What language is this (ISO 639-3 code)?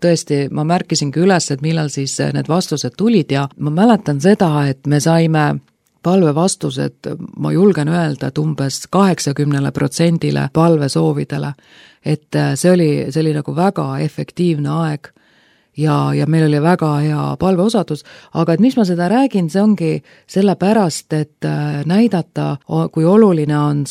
est